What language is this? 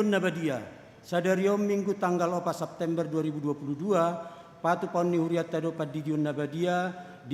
Batak Toba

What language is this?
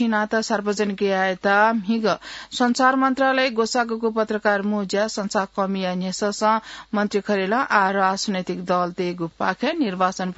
Newari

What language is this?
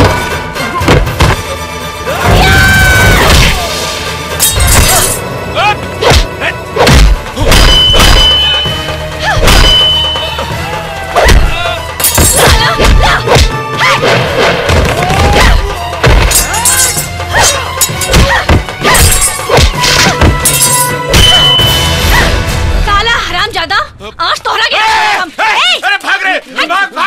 Bhojpuri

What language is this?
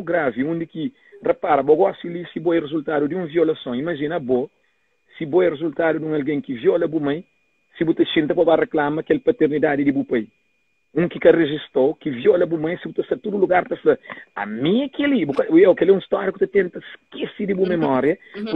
Kabuverdianu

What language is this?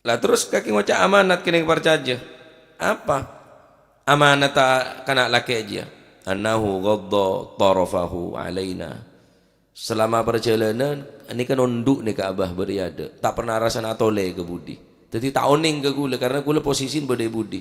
Madurese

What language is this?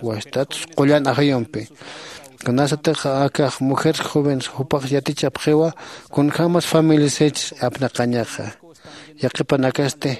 Aymara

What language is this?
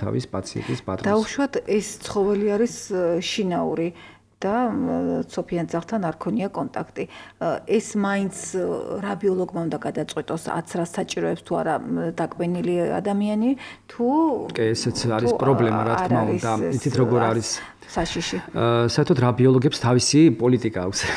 Georgian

